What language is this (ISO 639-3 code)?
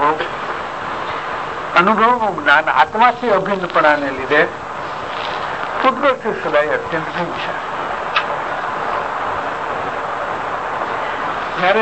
guj